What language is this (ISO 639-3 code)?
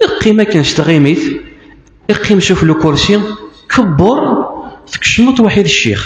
kab